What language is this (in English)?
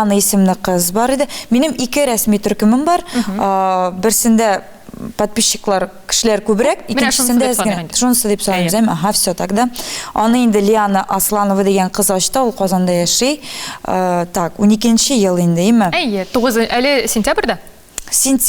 Tatar